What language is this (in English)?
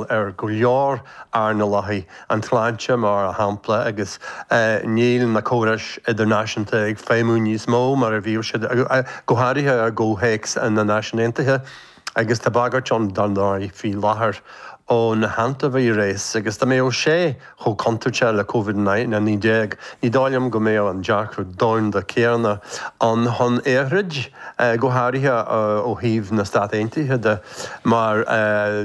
Irish